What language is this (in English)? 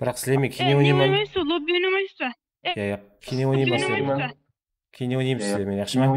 Kara-Kalpak